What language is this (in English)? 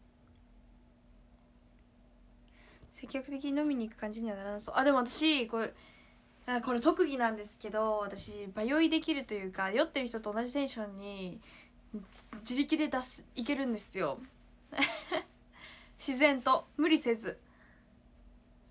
Japanese